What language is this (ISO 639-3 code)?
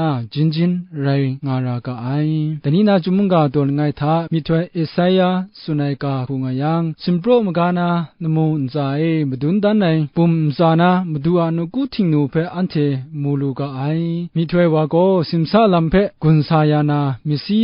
kac